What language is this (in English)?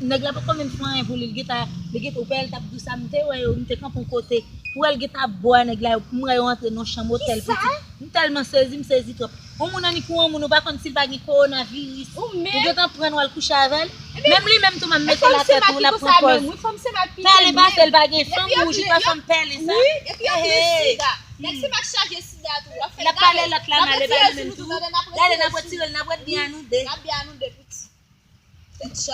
Haitian Creole